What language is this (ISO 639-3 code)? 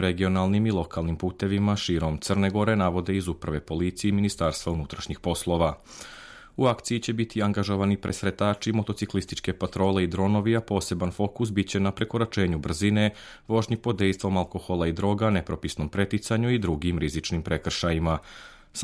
srp